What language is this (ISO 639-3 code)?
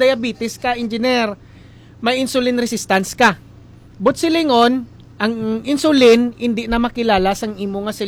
hil